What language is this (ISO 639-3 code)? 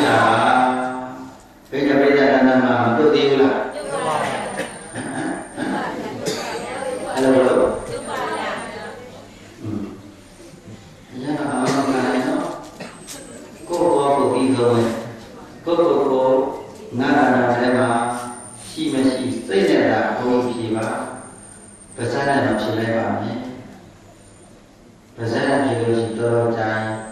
mya